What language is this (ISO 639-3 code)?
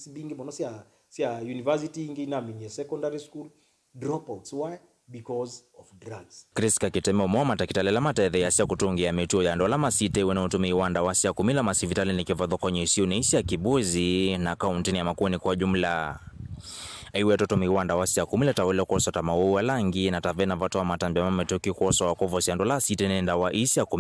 kam